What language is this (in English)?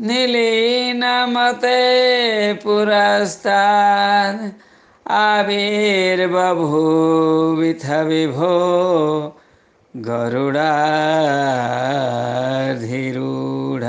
Sanskrit